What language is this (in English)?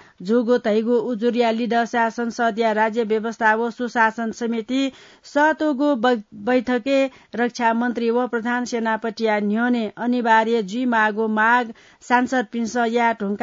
Newari